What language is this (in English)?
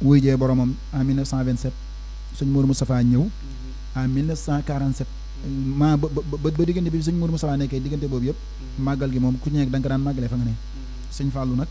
Wolof